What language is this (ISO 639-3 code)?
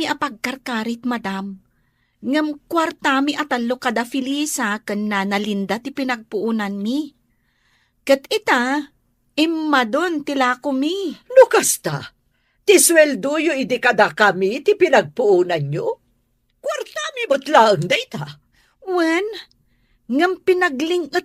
ilo